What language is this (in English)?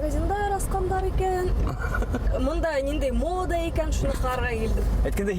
Bashkir